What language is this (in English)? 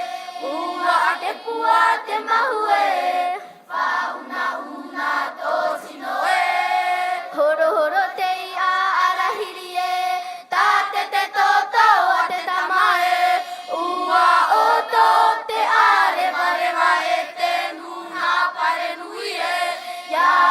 Tahitian